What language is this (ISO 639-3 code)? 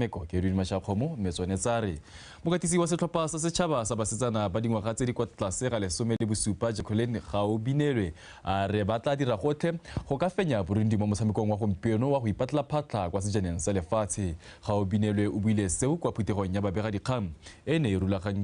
tsn